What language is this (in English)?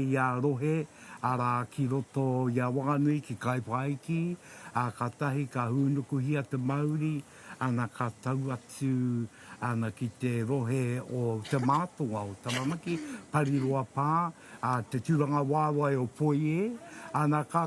Māori